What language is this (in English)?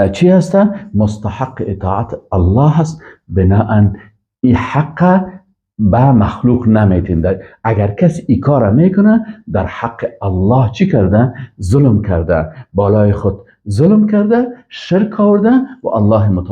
Persian